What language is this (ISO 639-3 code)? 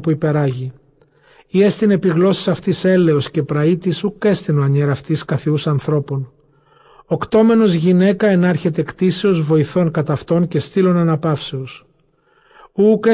grc